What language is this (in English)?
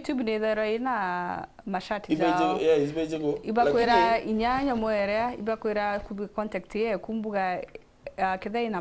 Meru